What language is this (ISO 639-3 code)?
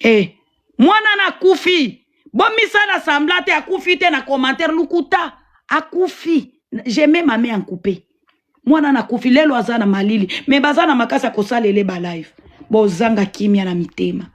lin